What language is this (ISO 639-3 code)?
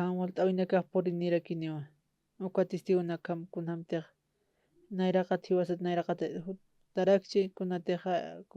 aym